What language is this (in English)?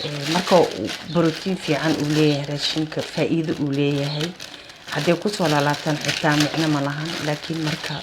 Somali